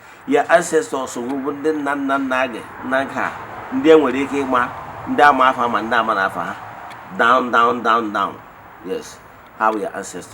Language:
Igbo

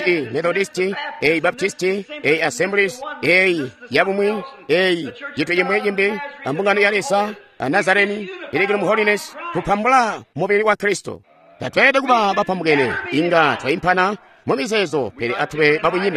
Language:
Tonga (Zambia)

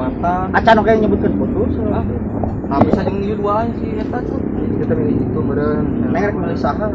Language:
Sundanese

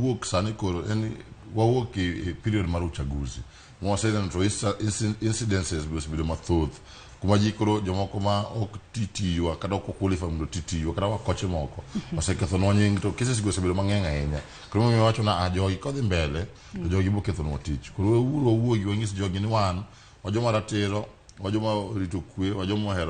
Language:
Luo (Kenya and Tanzania)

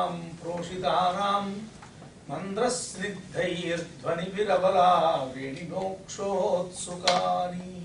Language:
Sanskrit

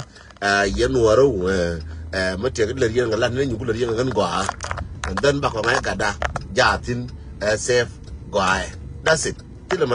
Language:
Nuer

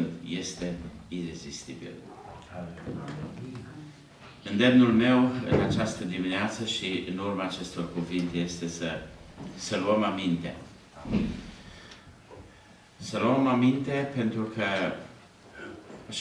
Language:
Romanian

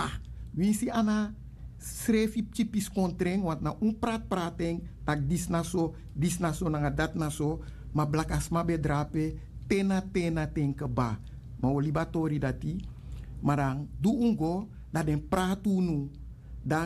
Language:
Sranan Tongo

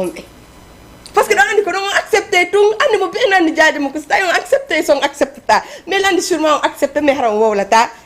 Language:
Fula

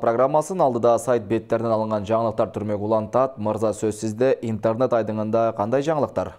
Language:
Kyrgyz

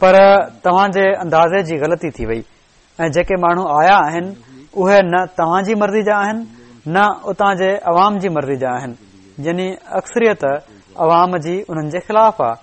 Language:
Sindhi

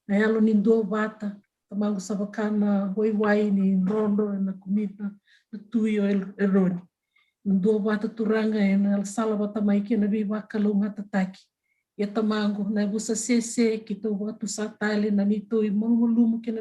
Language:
Fijian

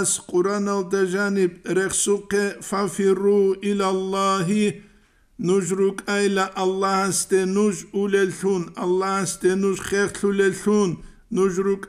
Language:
Avaric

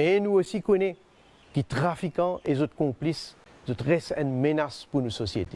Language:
Morisyen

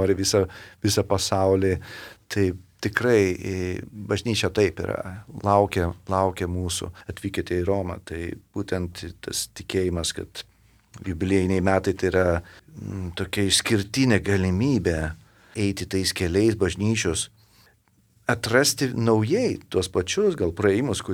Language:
Lithuanian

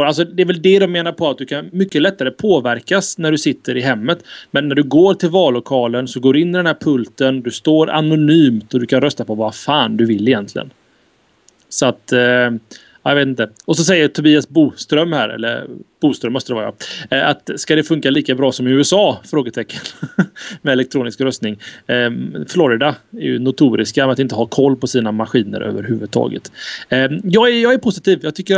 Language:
Swedish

